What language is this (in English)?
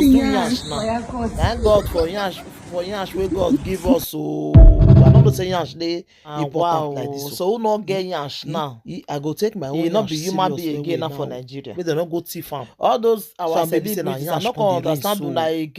Nigerian Pidgin